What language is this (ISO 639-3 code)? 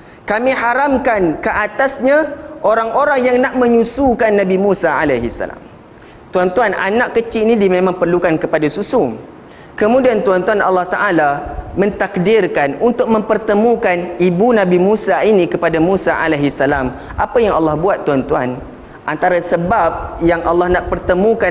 msa